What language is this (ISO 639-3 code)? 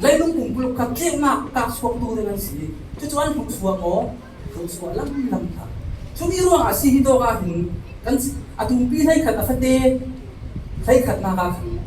cfm